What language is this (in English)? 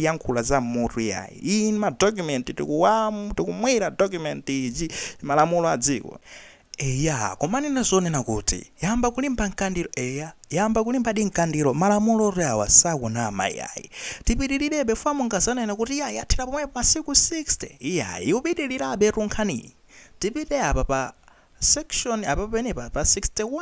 Nyanja